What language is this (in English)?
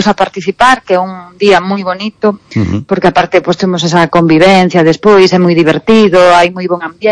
Galician